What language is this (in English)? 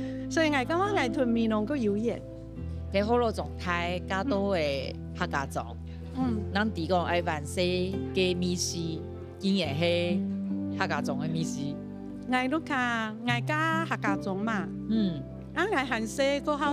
Hakka Chinese